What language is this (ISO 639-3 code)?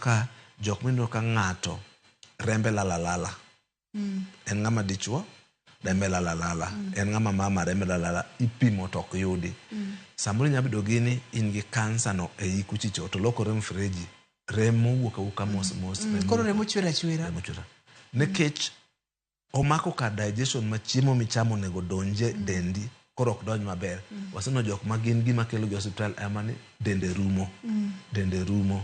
luo